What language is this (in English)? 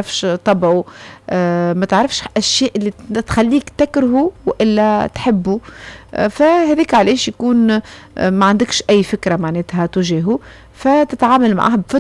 Tunisian Arabic